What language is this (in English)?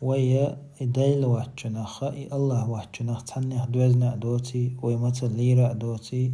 Chechen